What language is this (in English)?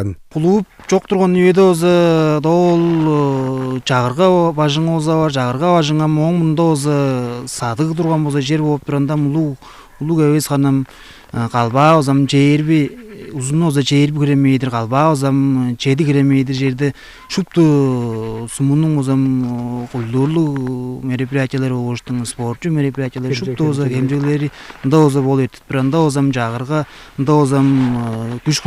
Tuvinian